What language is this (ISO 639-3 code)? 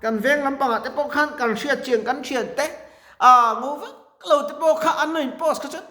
lus